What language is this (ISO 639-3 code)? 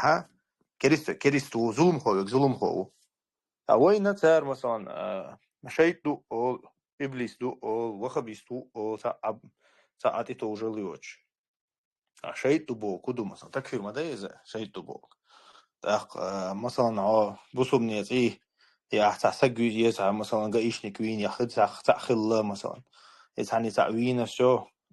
che